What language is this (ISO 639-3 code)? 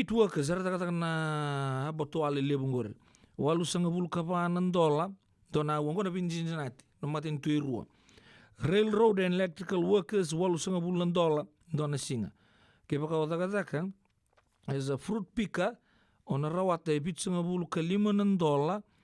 fij